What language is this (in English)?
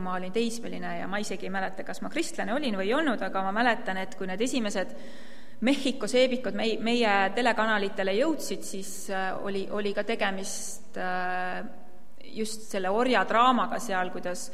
Estonian